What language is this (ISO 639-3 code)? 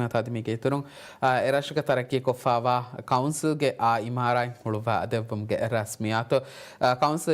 div